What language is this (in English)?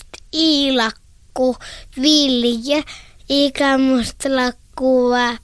Finnish